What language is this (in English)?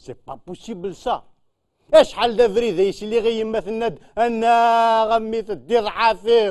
Kabyle